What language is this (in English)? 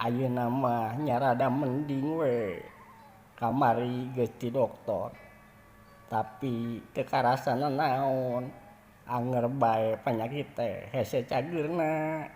Sundanese